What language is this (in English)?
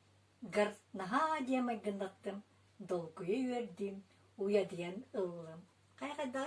Yakut